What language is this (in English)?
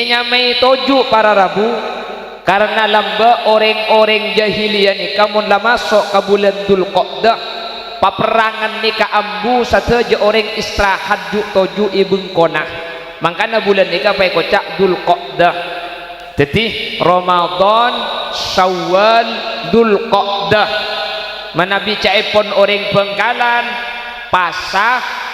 Madurese